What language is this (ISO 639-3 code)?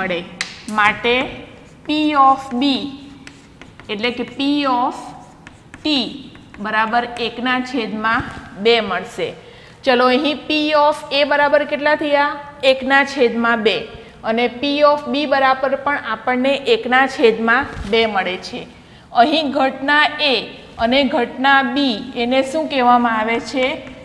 guj